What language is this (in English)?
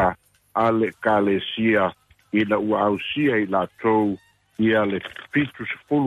Samoan